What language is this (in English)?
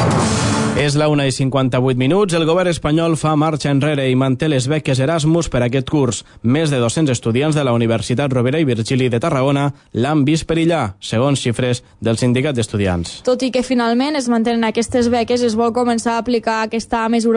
Catalan